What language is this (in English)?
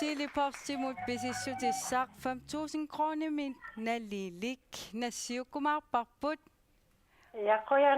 Kalaallisut